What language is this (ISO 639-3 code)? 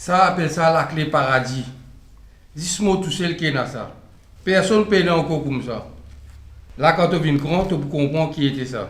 mfe